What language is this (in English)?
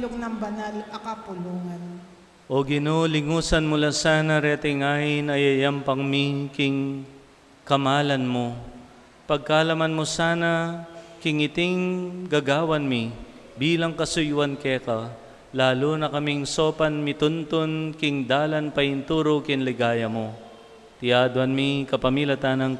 Pampanga